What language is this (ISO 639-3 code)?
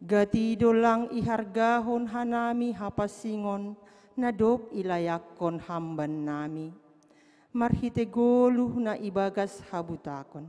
bts